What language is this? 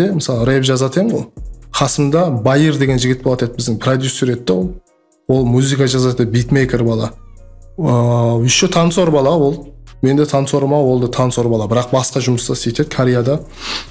Kara-Kalpak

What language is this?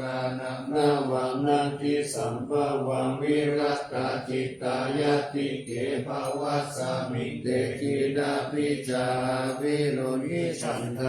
Pali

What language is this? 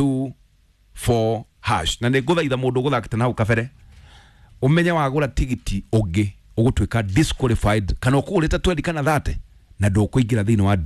Kikuyu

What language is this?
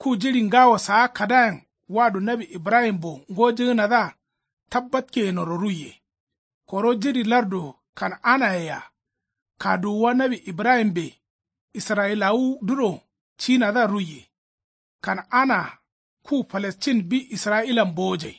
Kanuri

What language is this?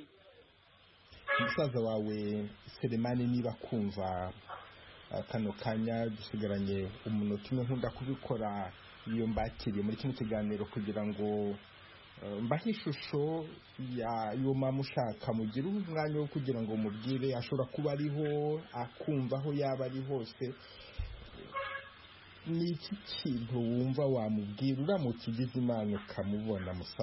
Kinyarwanda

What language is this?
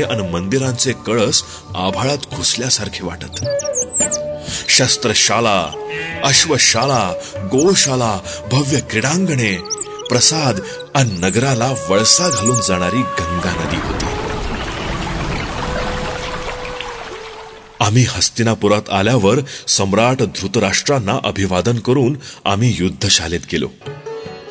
Marathi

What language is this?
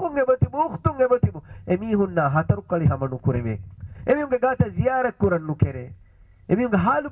Divehi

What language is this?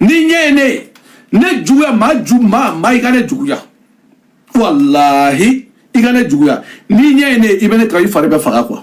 Bambara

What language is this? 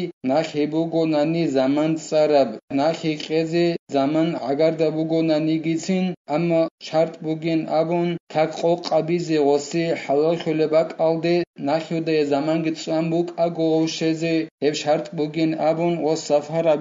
Avaric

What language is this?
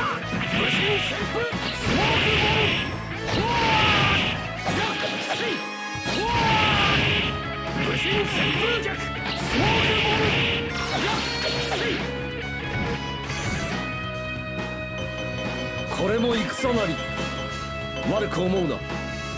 Japanese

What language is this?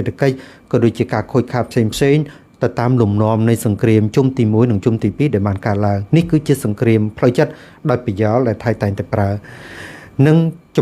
Khmer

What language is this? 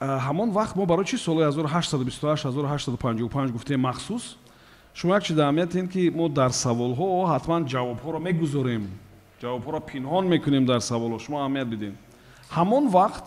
Tajik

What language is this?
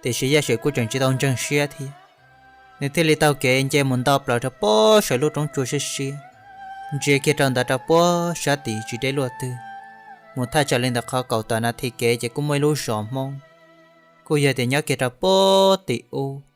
Hmong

